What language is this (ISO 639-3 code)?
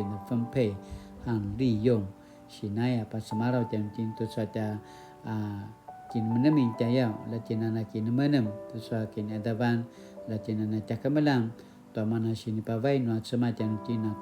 pwn